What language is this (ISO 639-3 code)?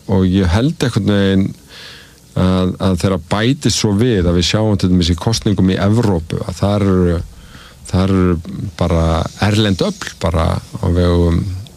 isl